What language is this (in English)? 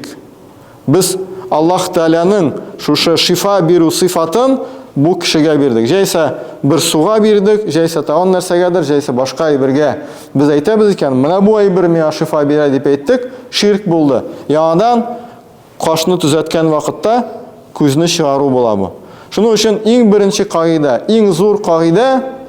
Tatar